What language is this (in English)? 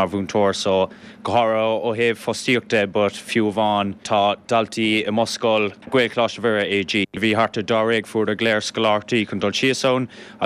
Irish